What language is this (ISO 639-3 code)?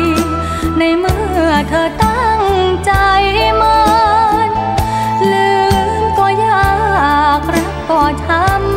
tha